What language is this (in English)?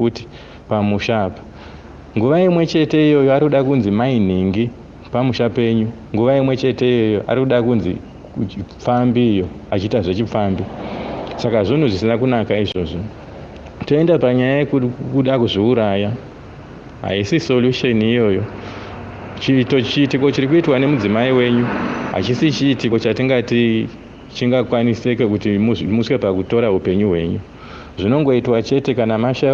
Shona